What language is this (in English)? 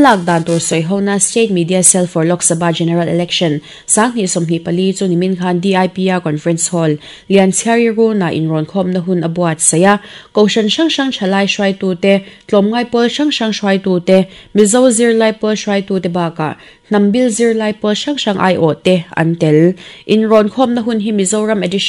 Mizo